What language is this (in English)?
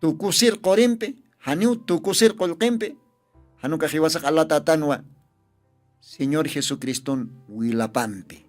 Aymara